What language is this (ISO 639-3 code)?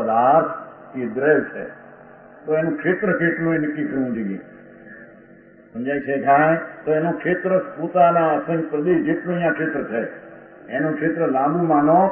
guj